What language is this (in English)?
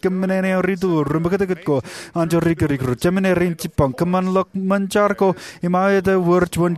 Marshallese